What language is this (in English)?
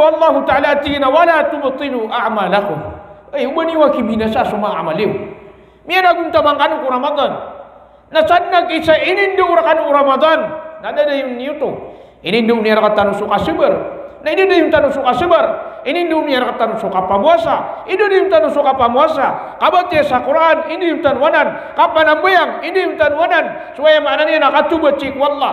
Maranao